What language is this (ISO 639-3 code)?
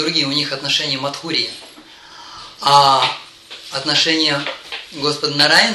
rus